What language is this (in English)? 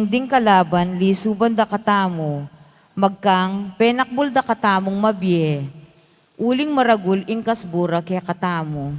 Pampanga